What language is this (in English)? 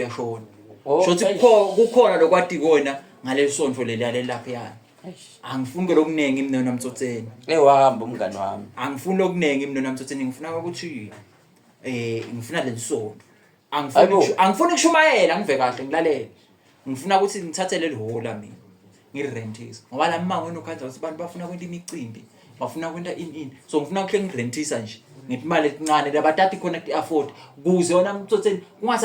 Zulu